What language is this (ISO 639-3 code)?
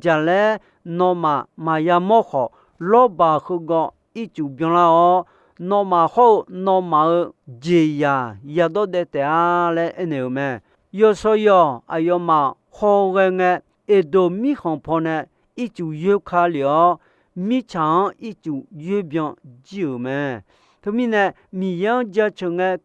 ahk